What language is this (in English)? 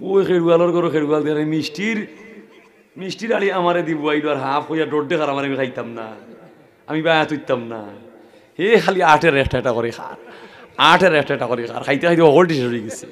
Sylheti